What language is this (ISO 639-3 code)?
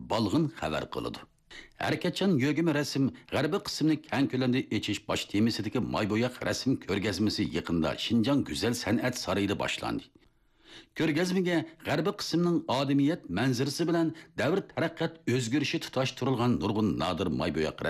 uig